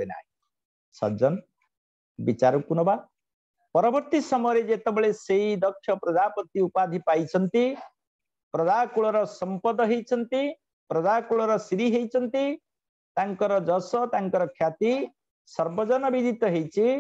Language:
Odia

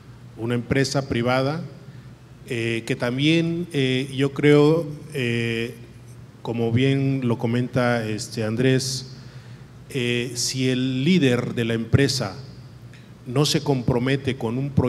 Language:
Spanish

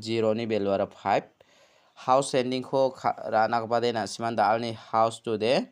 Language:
Garo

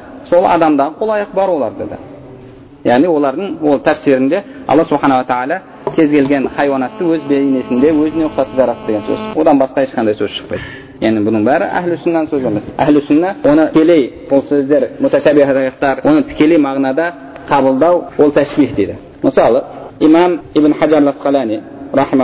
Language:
Kazakh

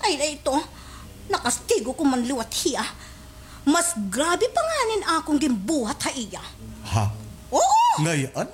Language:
Waray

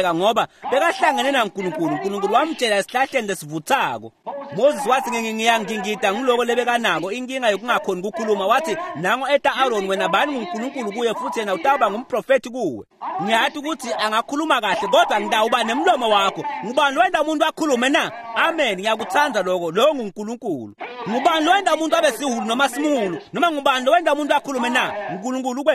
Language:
Swati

